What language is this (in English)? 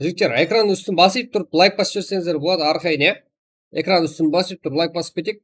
Kara-Kalpak